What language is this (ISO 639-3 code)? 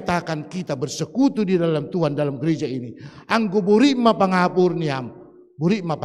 bts